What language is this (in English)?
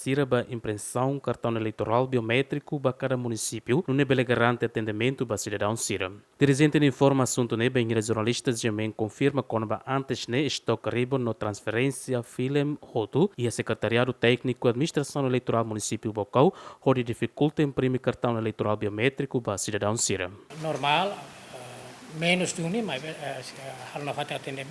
Tetum